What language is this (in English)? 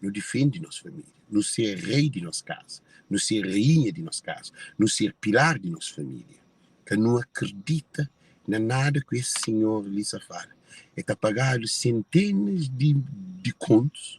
Kabuverdianu